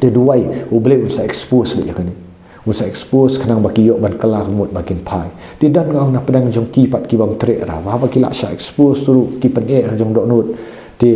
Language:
Khasi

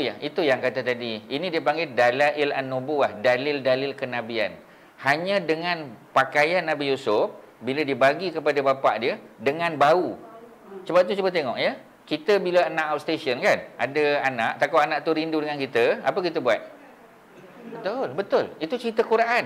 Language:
Malay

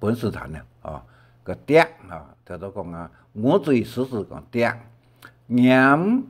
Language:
Hakka Chinese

